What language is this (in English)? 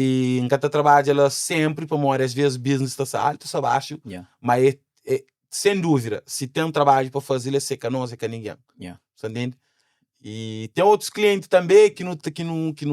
Kabuverdianu